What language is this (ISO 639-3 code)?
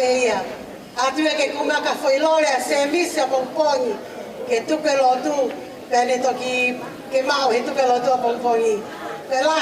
ton